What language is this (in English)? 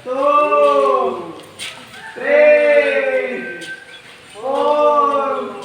Cebuano